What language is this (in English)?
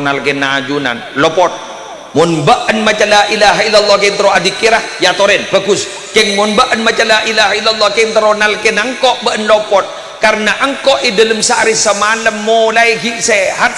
Madurese